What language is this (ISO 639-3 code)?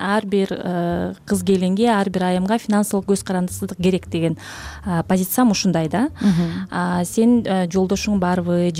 kir